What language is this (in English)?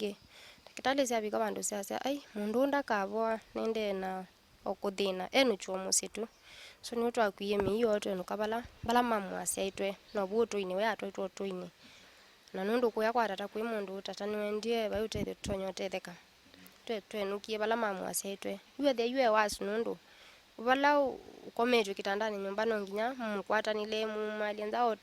Kamba